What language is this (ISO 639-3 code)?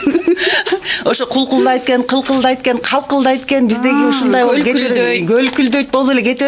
kir